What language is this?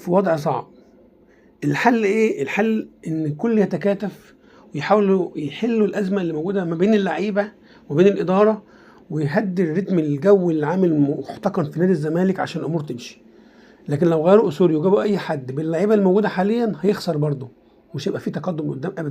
Egyptian Arabic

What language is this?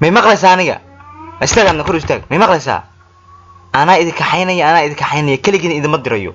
Somali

